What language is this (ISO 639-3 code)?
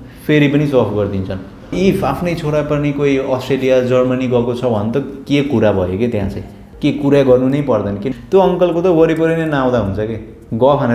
nep